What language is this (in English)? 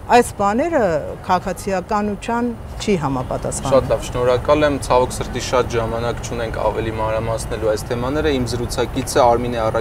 Armenian